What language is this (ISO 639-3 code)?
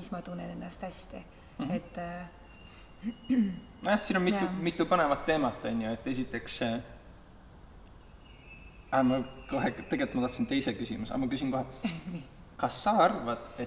est